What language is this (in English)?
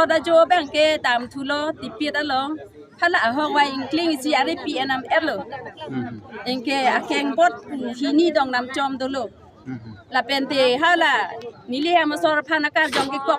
Karbi